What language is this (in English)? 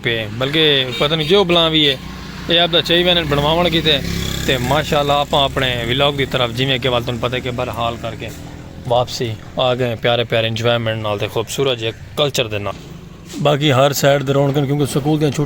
Saraiki